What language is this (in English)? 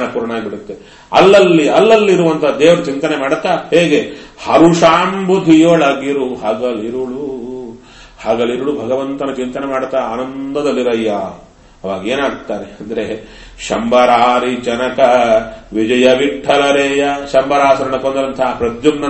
Kannada